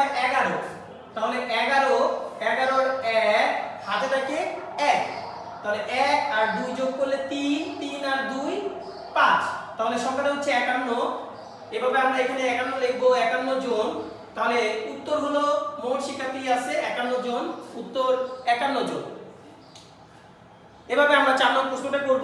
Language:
Bangla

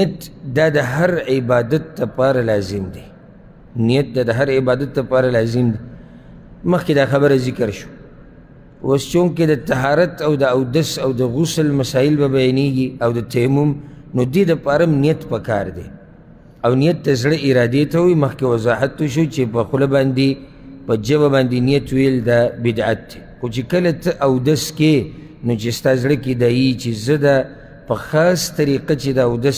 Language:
Pashto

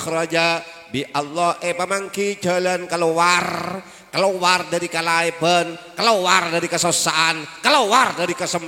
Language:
Madurese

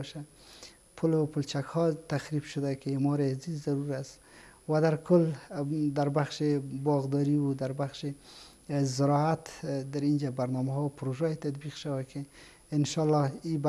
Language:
Persian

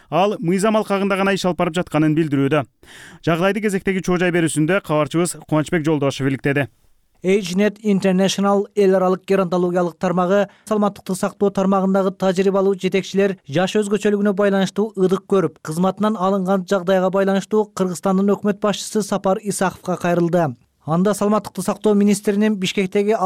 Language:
Kyrgyz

